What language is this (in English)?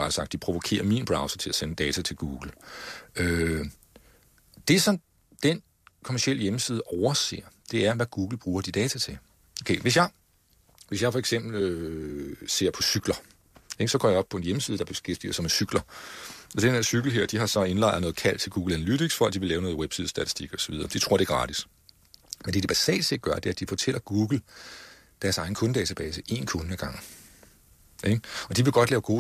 Danish